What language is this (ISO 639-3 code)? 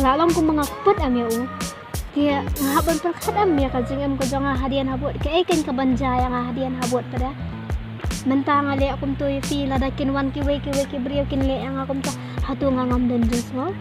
kha